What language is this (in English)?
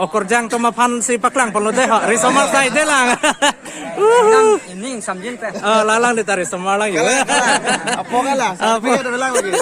Karbi